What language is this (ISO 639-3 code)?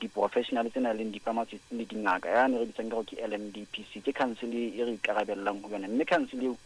sot